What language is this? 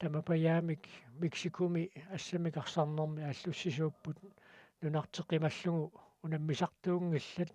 Kalaallisut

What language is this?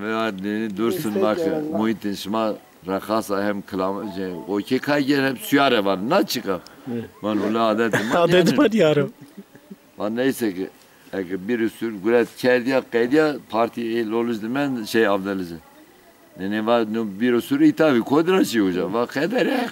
Zaza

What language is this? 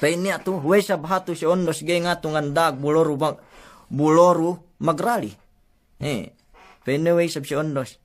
Yakan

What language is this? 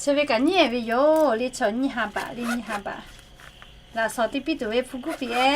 Lahu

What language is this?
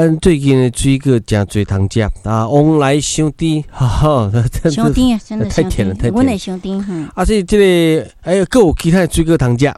Min Nan Chinese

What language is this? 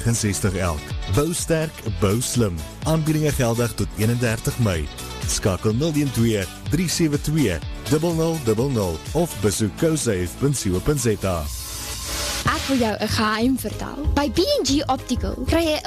Afrikaans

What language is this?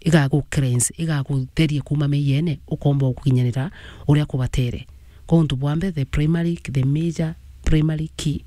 Meru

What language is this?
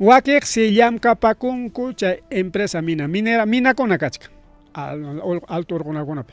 Ayacucho Quechua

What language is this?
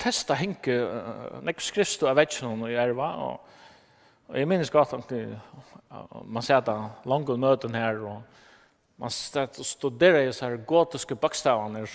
Faroese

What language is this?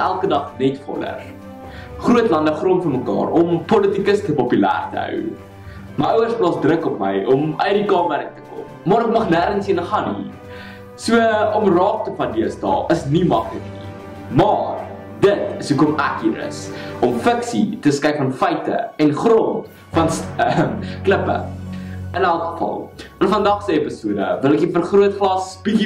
Afrikaans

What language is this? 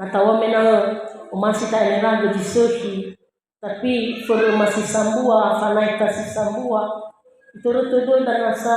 Nias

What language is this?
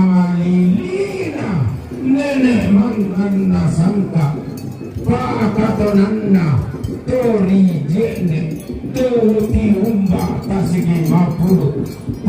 Toraja-Sa'dan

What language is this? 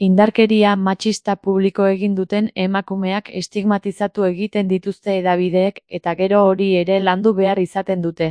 Basque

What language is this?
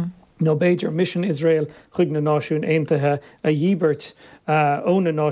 Irish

